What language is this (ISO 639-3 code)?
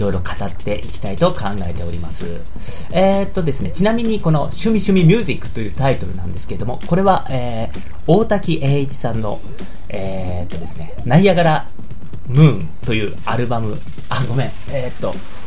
jpn